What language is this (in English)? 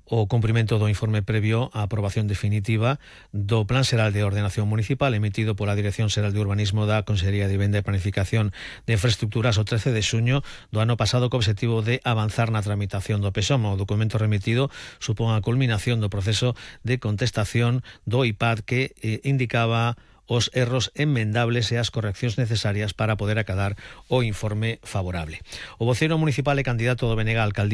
Galician